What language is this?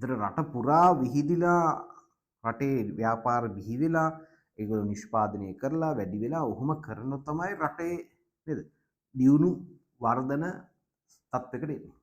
Sinhala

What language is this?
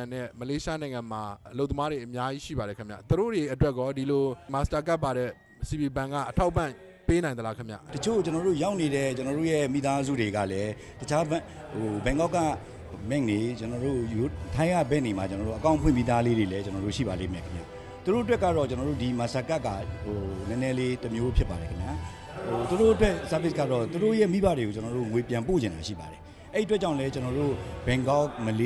Burmese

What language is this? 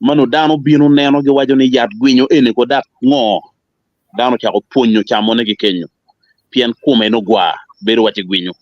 Acoli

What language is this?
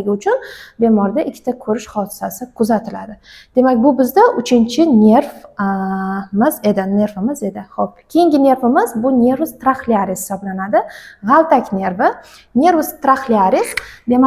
Uzbek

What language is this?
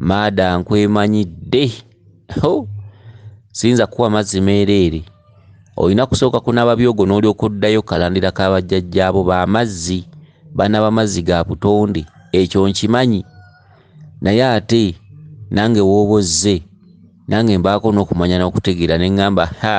Ganda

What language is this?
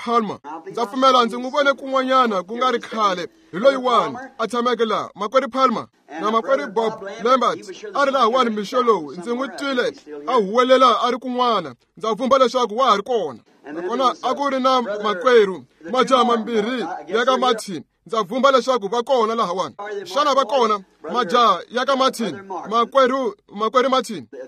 Tsonga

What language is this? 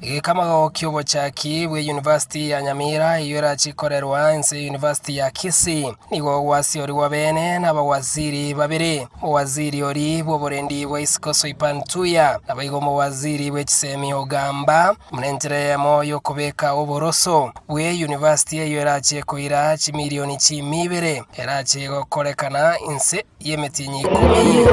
Gusii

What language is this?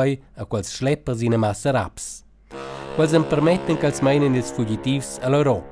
Romansh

